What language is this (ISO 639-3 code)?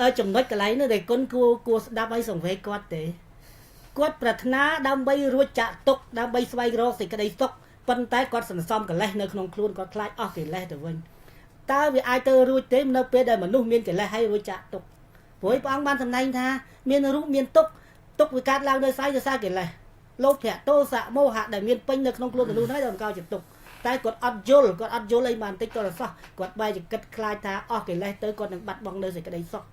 khm